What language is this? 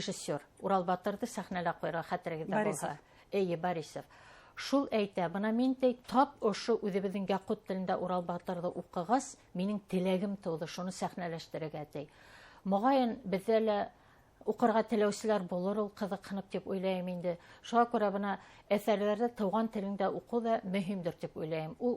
Bashkir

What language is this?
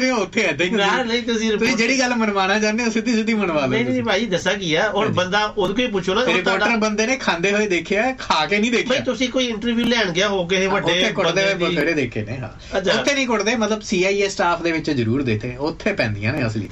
Punjabi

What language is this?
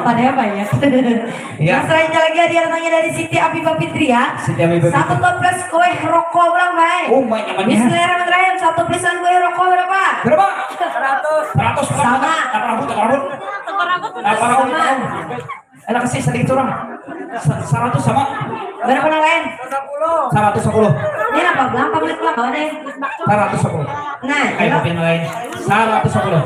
Banjar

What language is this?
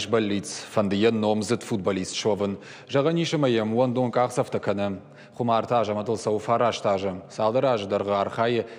Ossetic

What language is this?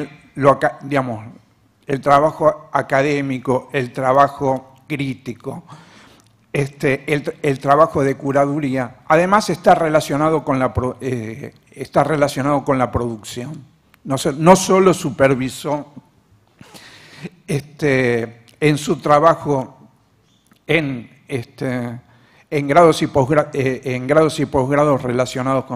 Spanish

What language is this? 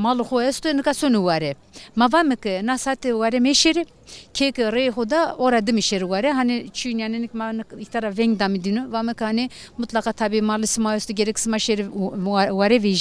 Zaza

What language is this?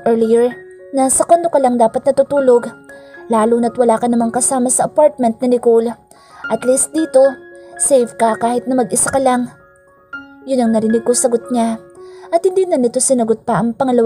Filipino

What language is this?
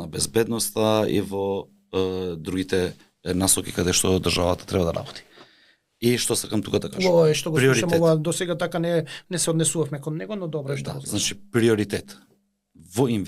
Macedonian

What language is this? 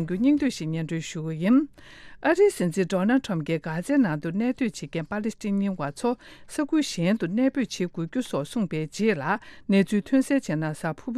Tibetan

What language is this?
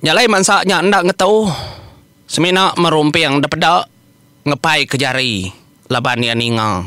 Iban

